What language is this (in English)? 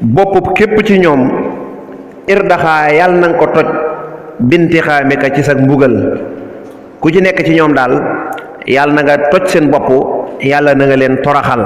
Wolof